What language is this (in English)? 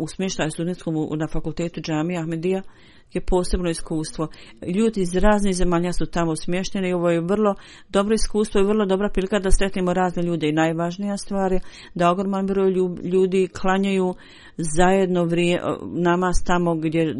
Bosnian